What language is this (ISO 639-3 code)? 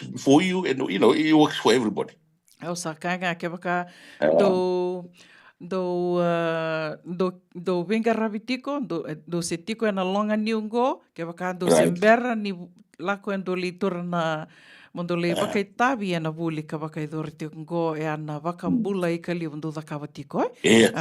fij